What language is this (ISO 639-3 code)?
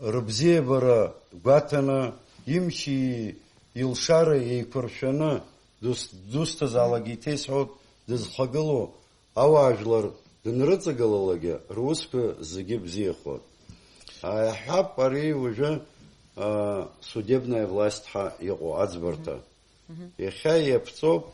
abk